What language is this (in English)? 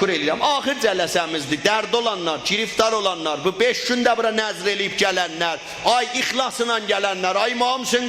South Azerbaijani